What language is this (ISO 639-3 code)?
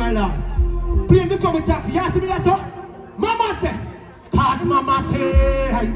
jam